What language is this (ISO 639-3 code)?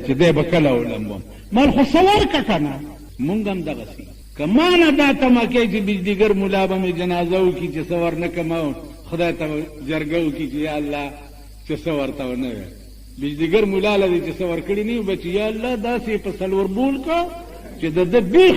pus